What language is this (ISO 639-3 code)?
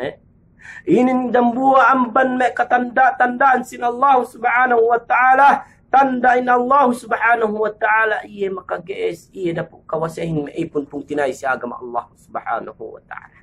yka